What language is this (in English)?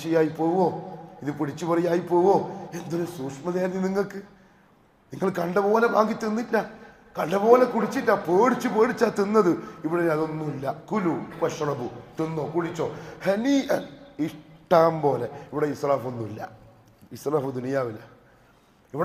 Malayalam